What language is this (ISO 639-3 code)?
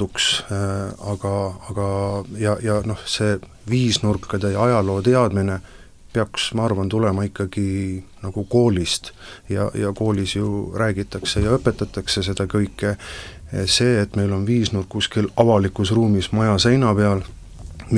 est